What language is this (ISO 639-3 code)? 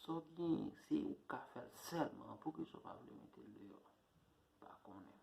hat